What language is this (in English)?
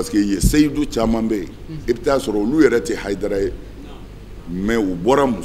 Bambara